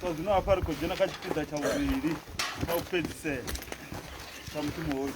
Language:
Venda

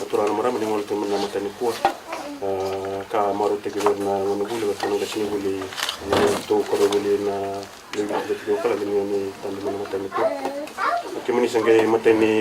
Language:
Fijian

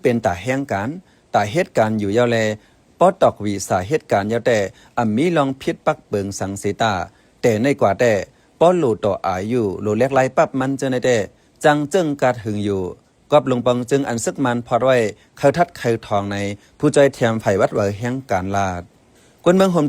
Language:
Shan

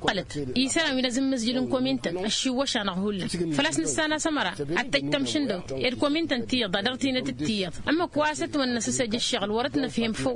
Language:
Tamasheq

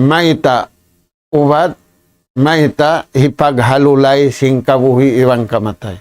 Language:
Tausug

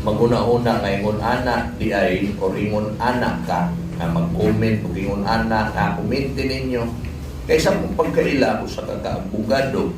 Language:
Cebuano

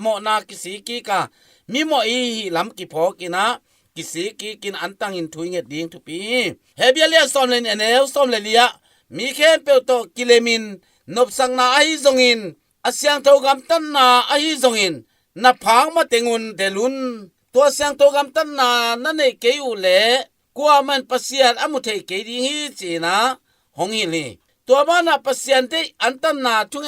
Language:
Tedim Chin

